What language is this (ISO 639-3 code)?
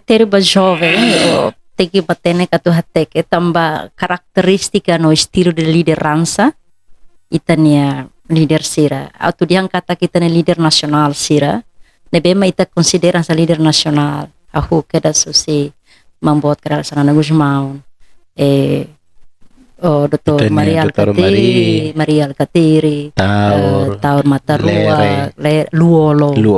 tet